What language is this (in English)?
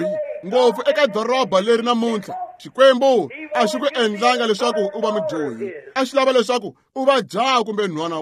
Tsonga